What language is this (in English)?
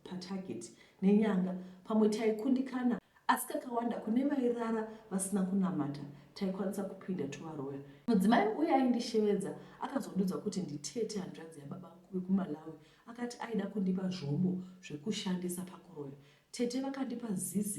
Shona